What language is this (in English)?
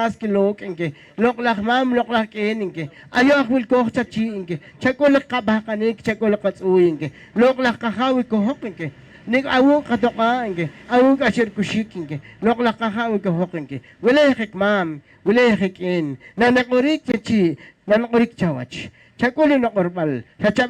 Poqomchi'